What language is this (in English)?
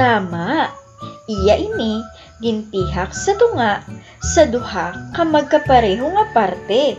Hiligaynon